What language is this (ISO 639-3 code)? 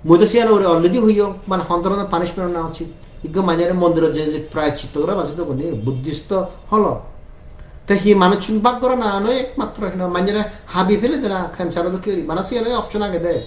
ccp